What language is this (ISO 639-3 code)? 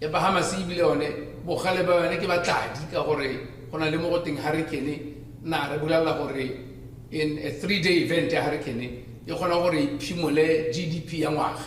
tsn